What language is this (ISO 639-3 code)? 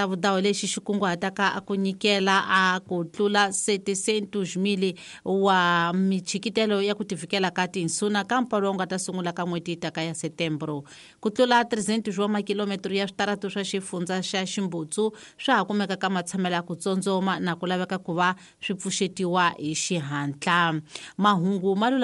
tso